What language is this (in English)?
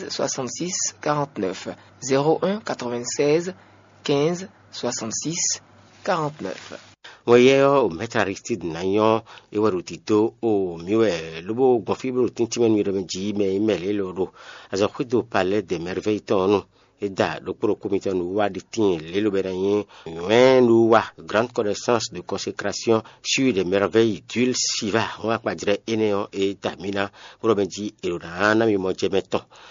Fon